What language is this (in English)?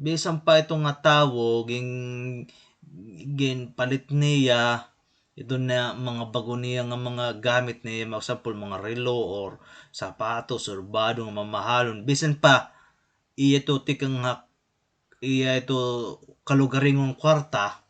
Waray